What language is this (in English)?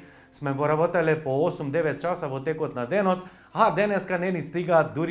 Macedonian